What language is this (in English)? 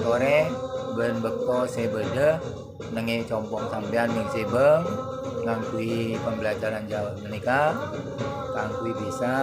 Madurese